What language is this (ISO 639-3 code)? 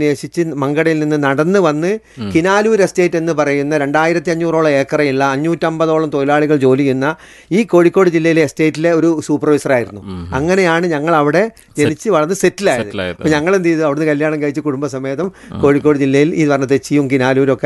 mal